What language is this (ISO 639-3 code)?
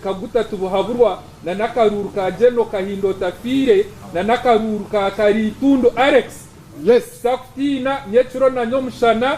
nyn